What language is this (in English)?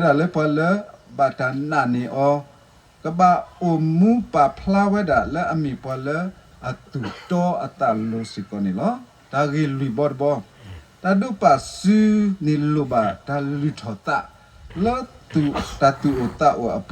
S'gaw Karen